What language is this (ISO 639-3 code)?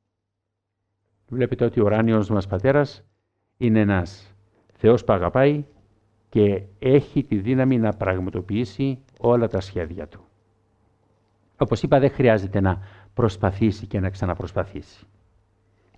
ell